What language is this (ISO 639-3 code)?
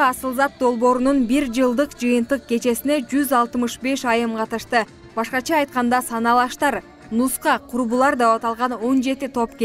kir